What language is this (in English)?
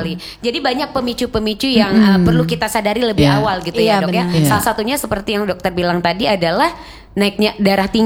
Indonesian